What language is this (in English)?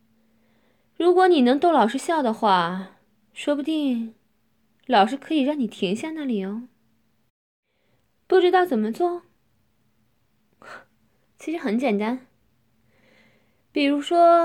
Chinese